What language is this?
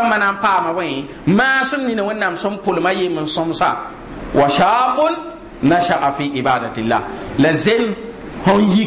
Mossi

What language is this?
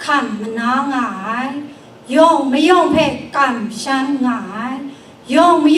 Kachin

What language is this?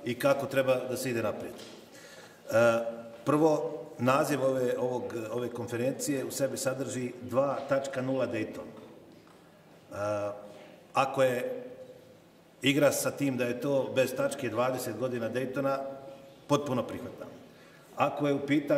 Bosnian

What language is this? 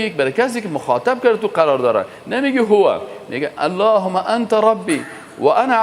Persian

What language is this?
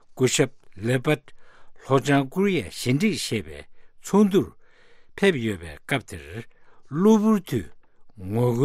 Tibetan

